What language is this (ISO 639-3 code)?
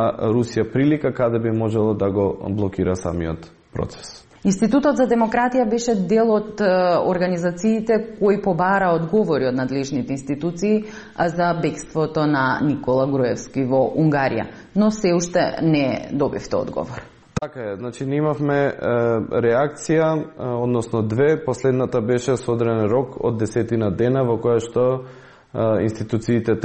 mkd